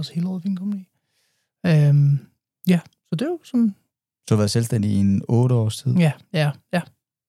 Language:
Danish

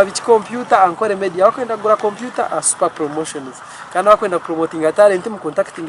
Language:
Nyankole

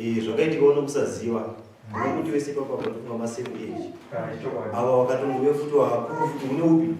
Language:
Shona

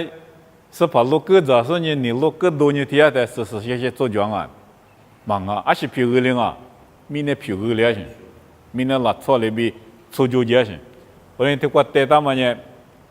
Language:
Lisu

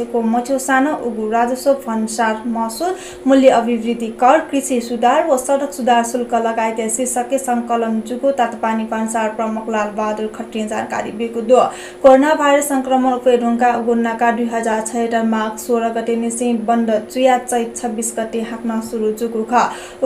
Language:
Newari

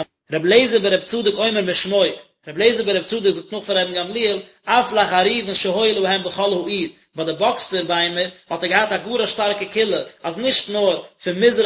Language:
Yiddish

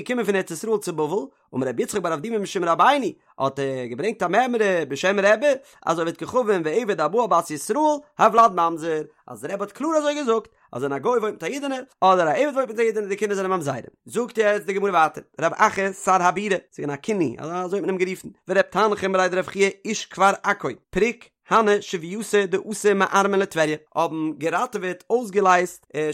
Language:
Yiddish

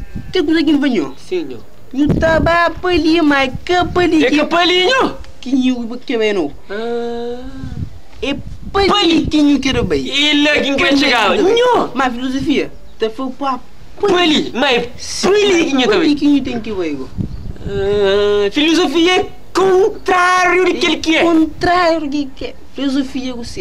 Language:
Kabuverdianu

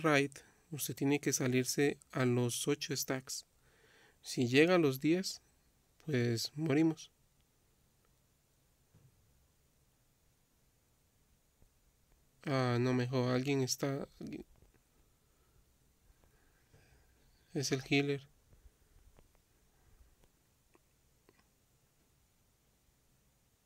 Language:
Spanish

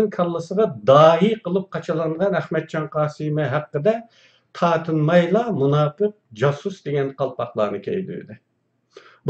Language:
Uyghur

